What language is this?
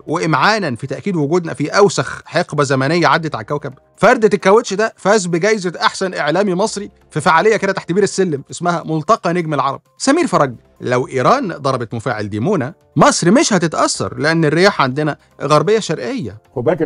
Egyptian Arabic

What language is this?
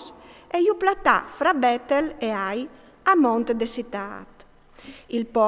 Friulian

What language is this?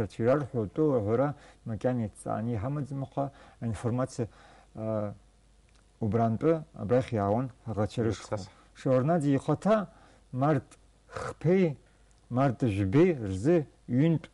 Abkhazian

